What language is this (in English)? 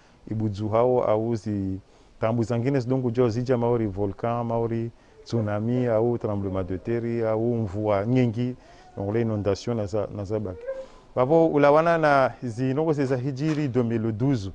Ngazidja Comorian